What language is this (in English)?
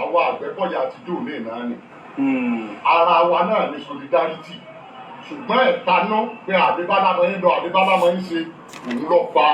Yoruba